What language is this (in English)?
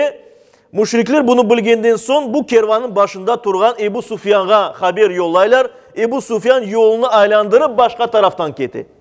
Crimean Tatar